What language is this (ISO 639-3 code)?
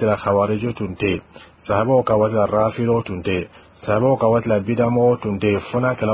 bam